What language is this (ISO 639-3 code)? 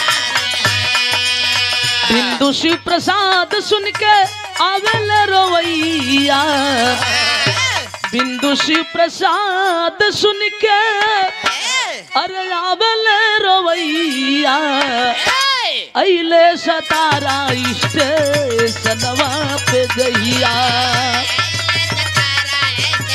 bho